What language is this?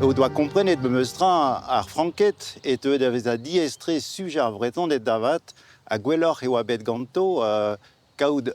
Breton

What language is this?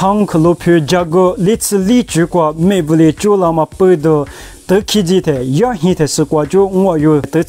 Lisu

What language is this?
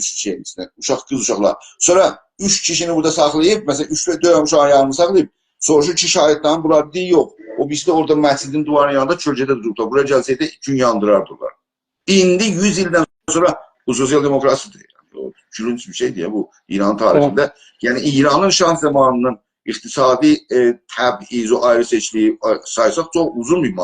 South Azerbaijani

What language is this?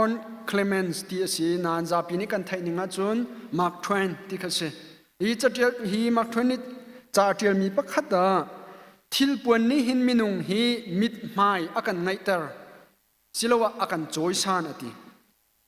Hakha Chin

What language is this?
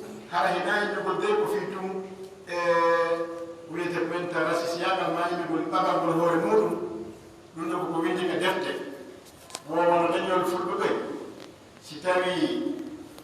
Pular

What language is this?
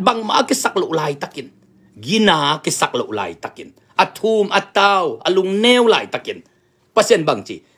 Tedim Chin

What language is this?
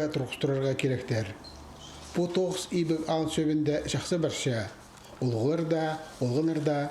Khakas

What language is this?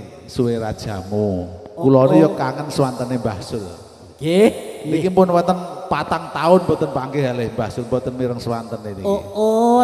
Javanese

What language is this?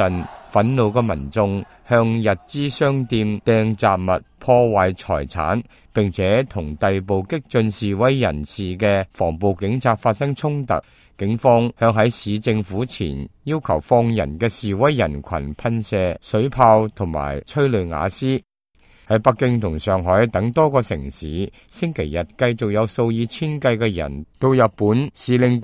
Cantonese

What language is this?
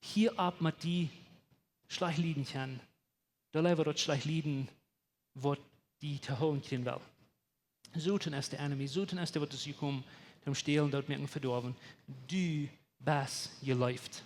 Plautdietsch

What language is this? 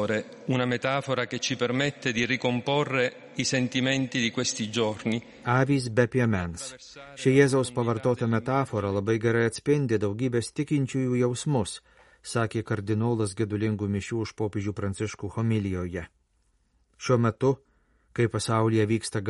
Lithuanian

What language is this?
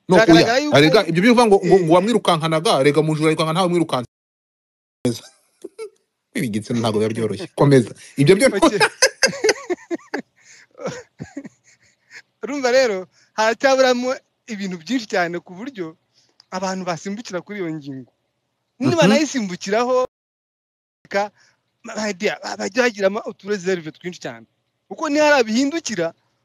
Kinyarwanda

